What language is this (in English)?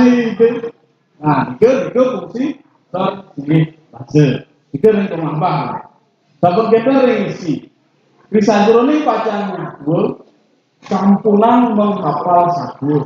Balinese